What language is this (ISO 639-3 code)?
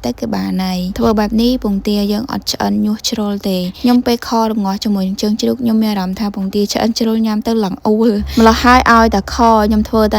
khm